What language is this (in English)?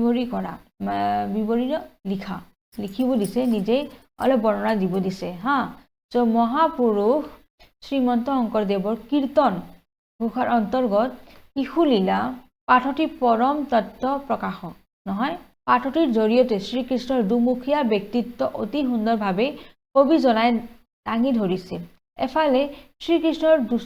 Assamese